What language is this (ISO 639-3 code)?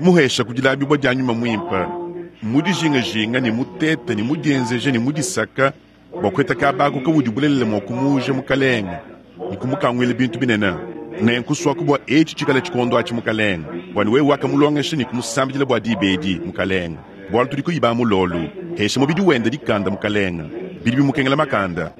lua